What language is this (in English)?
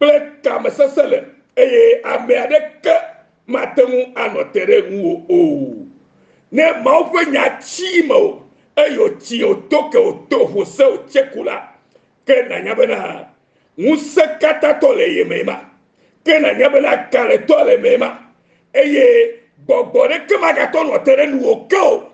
Ewe